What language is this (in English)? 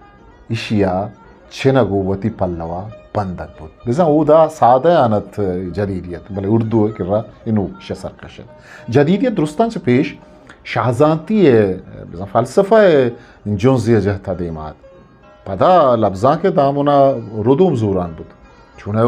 Eastern Balochi